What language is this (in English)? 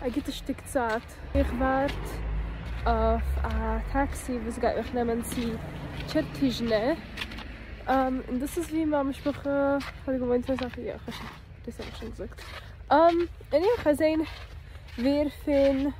Yiddish